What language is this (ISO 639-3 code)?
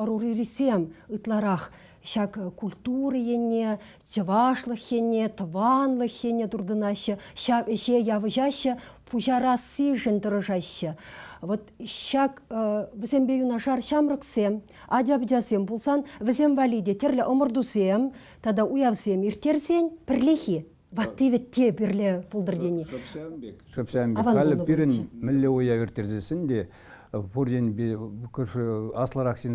chv